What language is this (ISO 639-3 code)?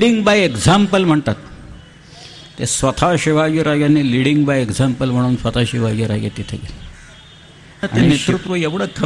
mar